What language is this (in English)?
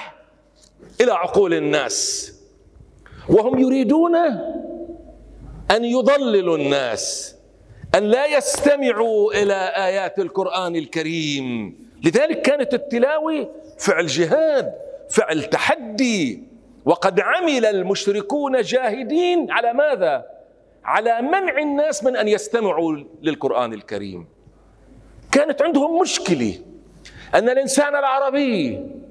Arabic